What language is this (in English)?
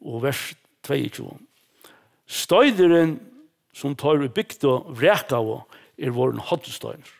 Faroese